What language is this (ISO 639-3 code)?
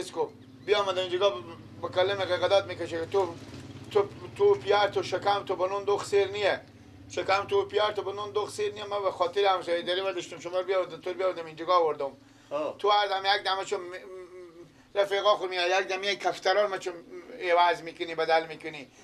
fas